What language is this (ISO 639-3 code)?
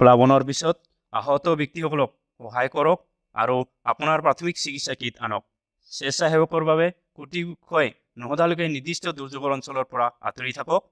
asm